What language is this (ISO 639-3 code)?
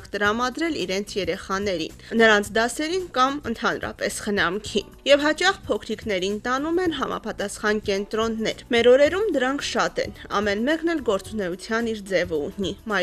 hye